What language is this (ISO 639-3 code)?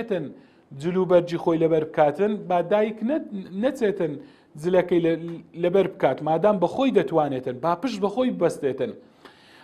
ckb